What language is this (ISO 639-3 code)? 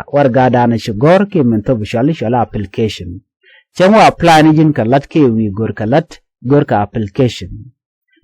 nus